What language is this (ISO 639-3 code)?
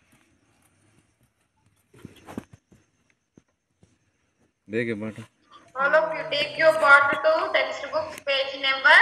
tel